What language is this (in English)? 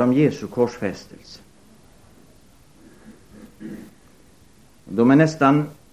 Swedish